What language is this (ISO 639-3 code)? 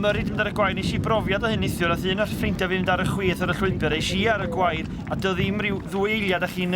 cym